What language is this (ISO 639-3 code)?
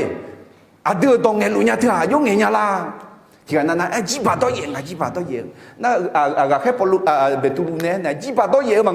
ahk